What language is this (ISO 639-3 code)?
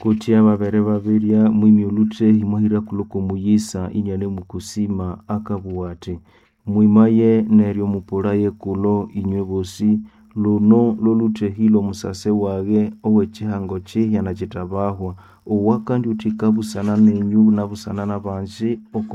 nnb